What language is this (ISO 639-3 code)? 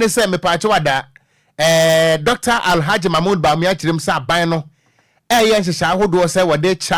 aka